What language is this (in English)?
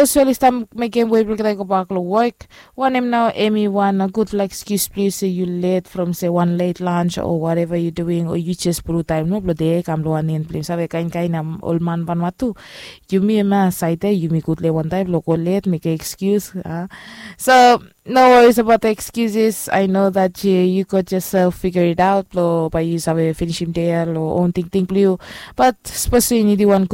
Bislama